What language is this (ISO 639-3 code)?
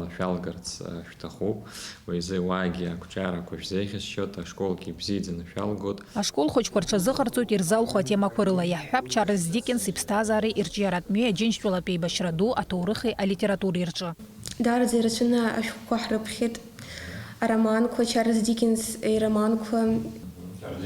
abk